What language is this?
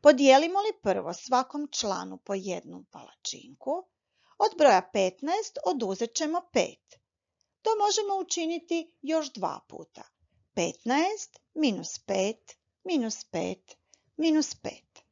Croatian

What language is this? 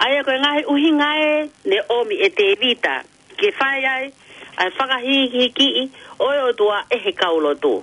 Tongan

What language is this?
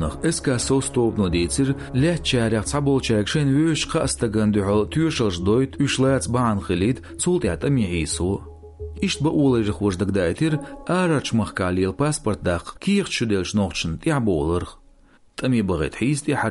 Chechen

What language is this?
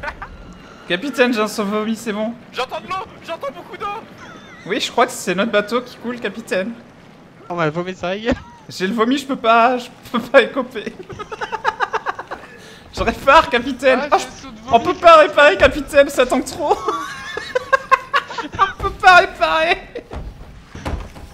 French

